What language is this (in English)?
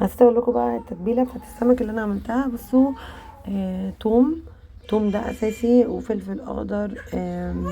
Egyptian Arabic